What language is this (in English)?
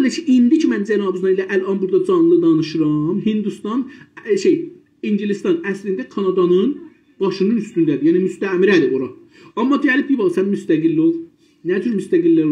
South Azerbaijani